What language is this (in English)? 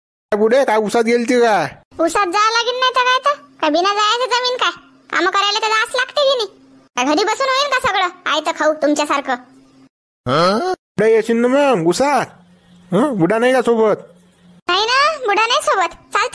Marathi